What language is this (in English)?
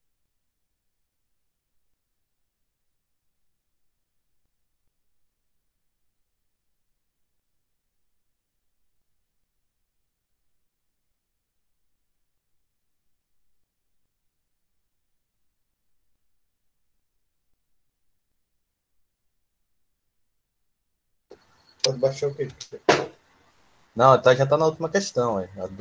Portuguese